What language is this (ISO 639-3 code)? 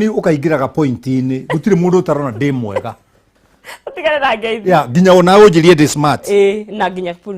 kik